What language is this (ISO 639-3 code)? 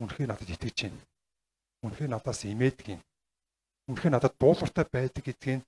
mon